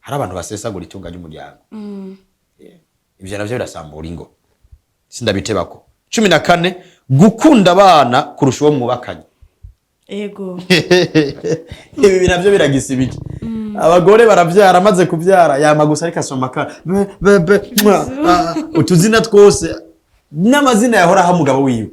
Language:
Rundi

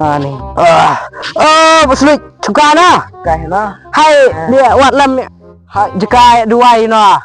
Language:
Khasi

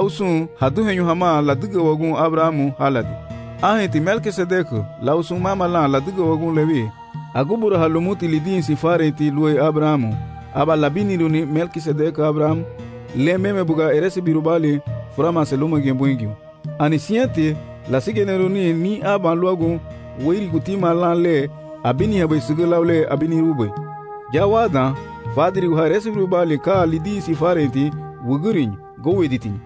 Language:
Garifuna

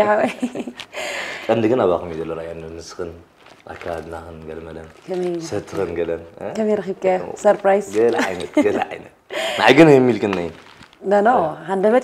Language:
Tigrinya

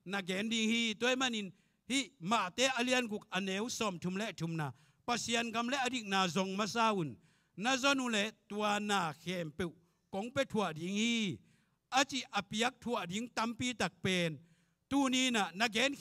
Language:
Tedim Chin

